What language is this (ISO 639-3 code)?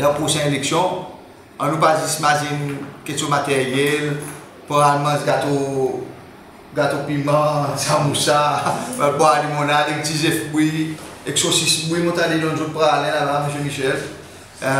crs